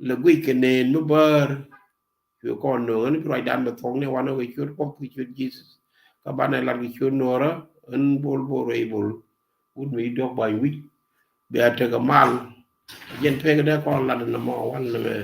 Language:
Nuer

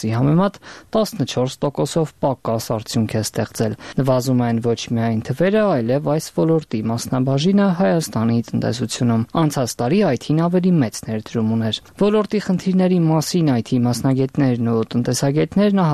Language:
Armenian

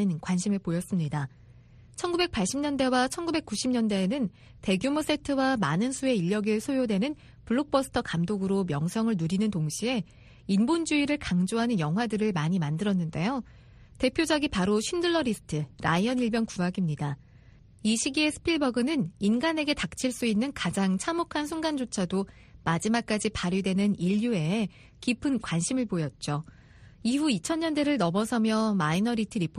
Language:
Korean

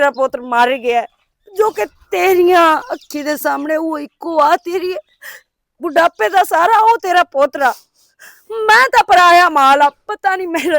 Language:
Western Panjabi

